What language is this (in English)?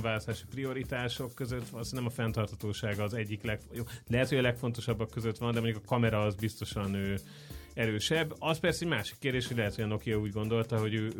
Hungarian